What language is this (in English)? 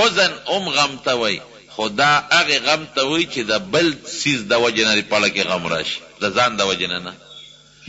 Pashto